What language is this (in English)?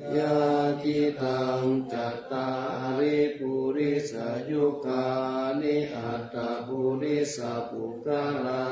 Pali